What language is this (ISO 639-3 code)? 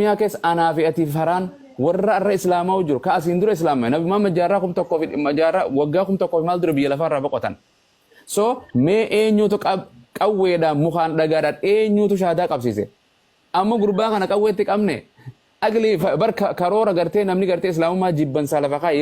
orm